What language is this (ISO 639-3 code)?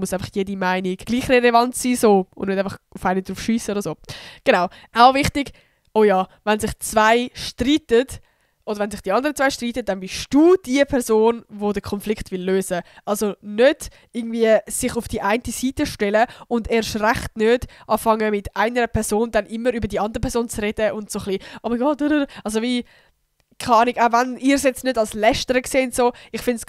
gsw